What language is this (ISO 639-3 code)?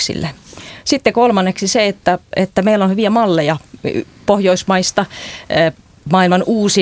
fin